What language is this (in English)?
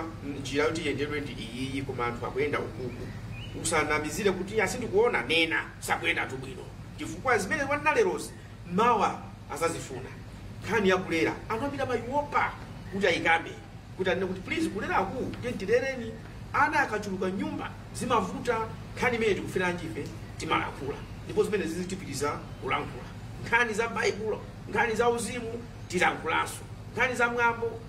Nyanja